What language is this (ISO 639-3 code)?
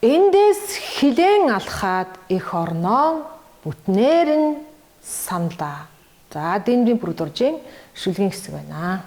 mon